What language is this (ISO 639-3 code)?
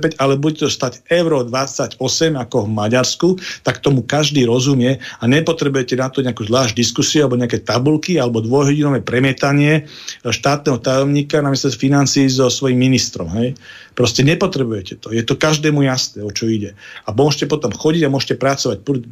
slk